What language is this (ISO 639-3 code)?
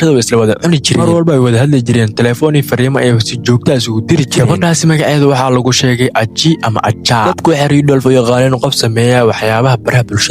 som